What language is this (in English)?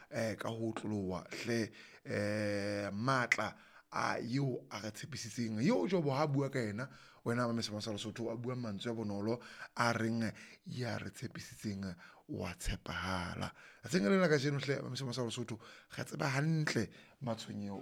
Southern Sotho